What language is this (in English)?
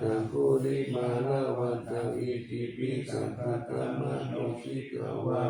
Pali